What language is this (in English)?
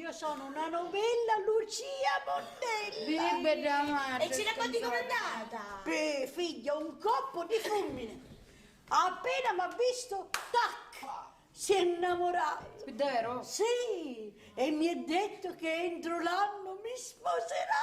Sicilian